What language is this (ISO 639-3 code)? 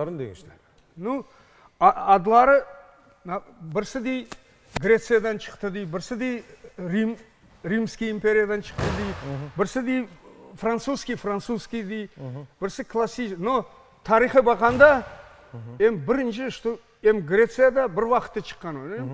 crh